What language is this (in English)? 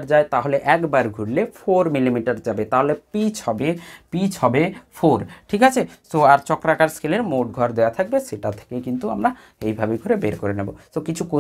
Bangla